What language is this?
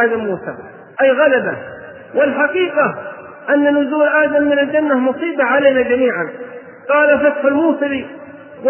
Arabic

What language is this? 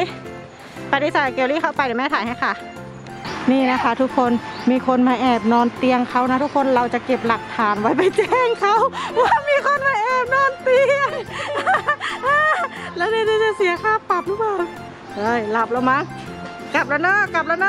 Thai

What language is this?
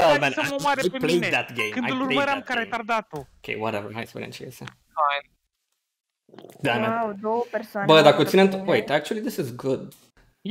Romanian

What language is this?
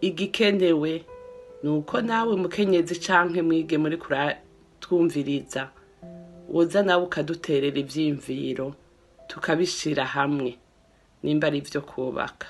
Rundi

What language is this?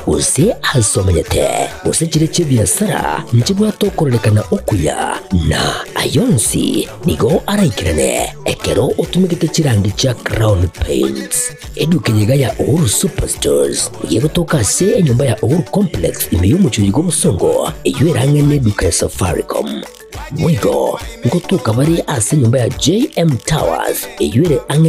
Gusii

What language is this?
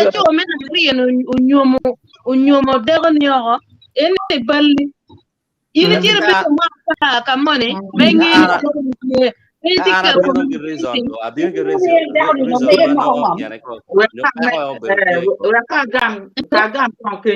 Acoli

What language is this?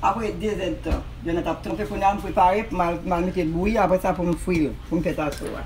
Haitian Creole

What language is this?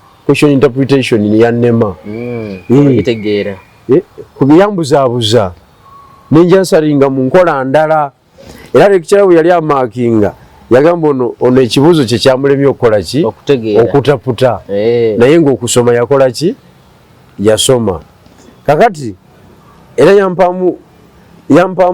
Ganda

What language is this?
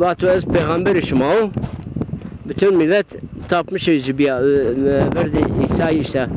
Zaza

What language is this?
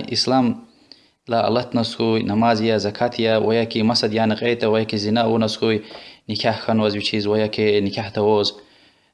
Lezghian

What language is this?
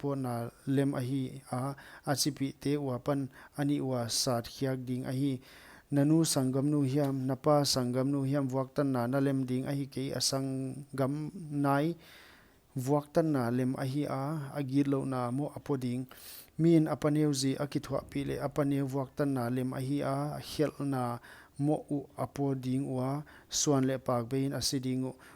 Paite Chin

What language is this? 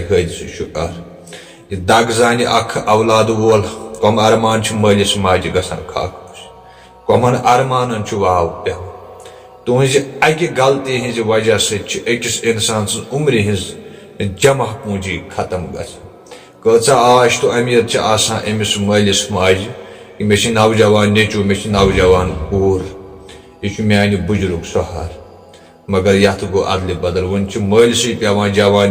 Kashmiri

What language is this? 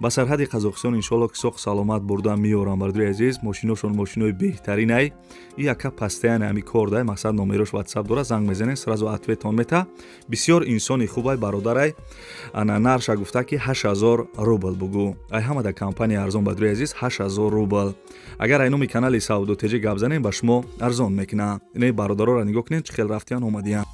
Tajik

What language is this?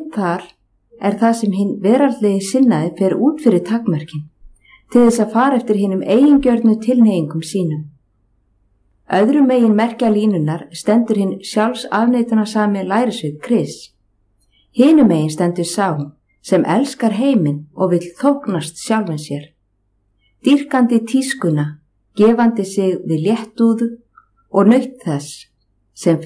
Icelandic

